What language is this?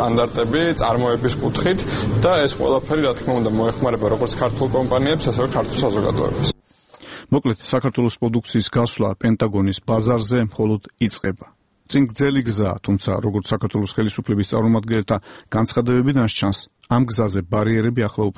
Georgian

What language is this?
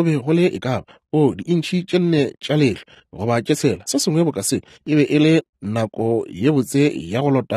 Northern Sotho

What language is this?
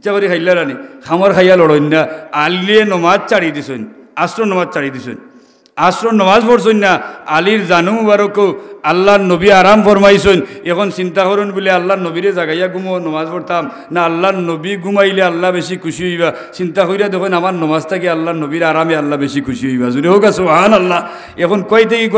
Sylheti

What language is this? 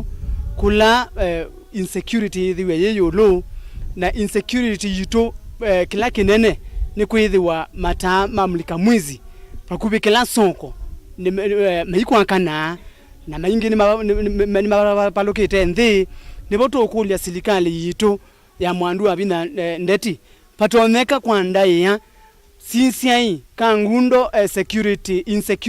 Kamba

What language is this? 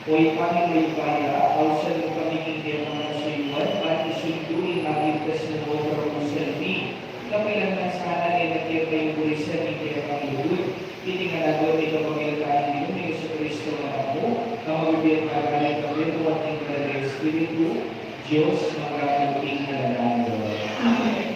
Pampanga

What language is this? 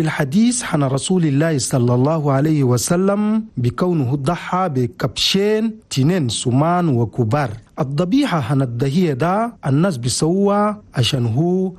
Chadian Arabic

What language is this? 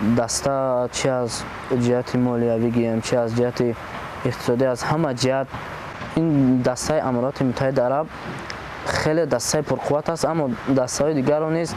Tajik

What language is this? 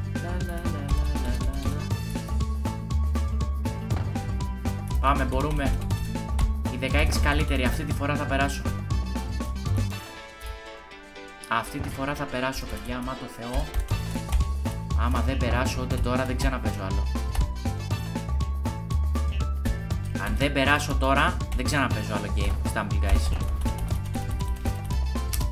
Greek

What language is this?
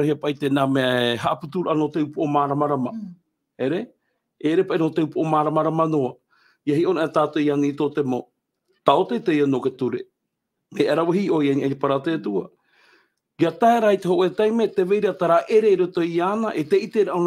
Tahitian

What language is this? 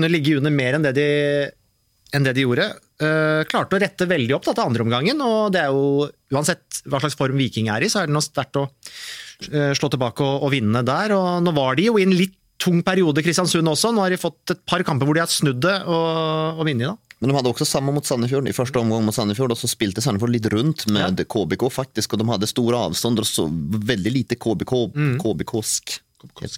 Norwegian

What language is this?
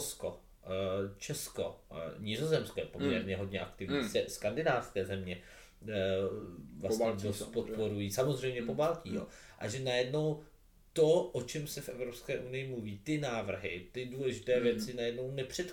Czech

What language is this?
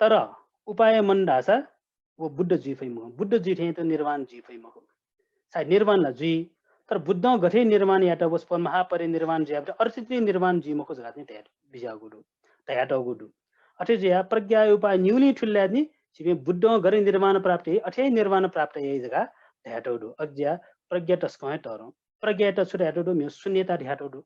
Newari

